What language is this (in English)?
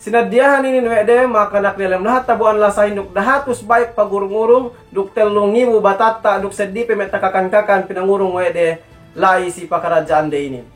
Yakan